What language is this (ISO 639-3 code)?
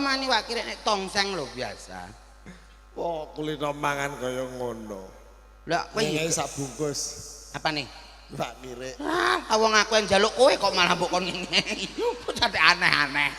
jav